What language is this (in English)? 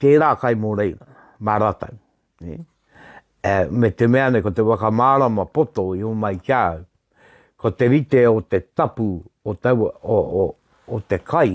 Māori